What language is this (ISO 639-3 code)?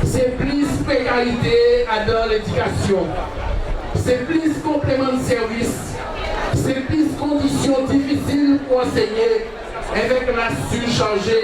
gcf